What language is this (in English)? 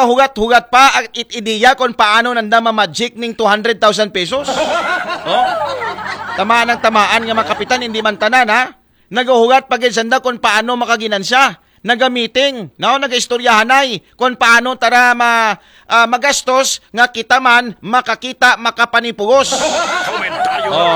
Aklanon